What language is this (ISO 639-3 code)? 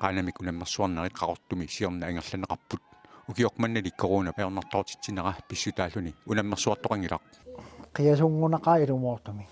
kal